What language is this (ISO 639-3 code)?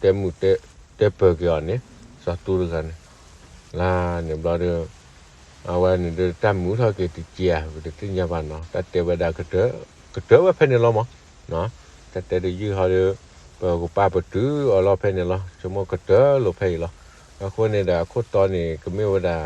ksw